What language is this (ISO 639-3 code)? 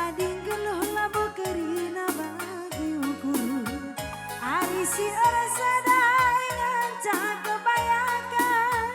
btx